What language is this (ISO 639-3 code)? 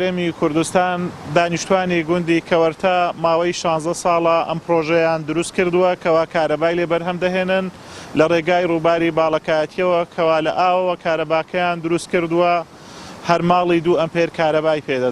ckb